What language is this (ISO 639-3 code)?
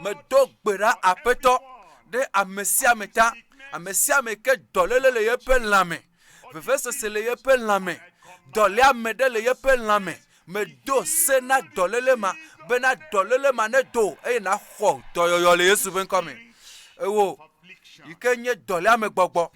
ewe